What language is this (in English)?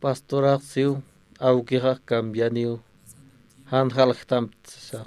Aymara